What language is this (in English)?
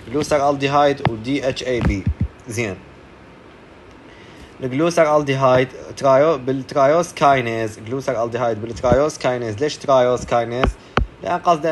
Mesopotamian Arabic